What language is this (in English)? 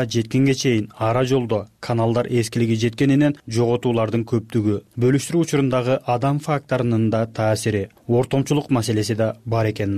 Kyrgyz